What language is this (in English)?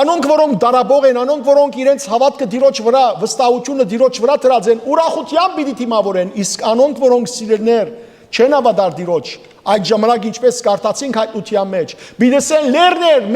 Western Armenian